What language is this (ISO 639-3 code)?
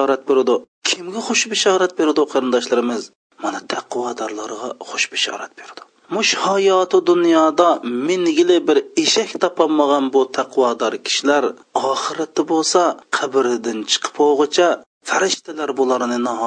uig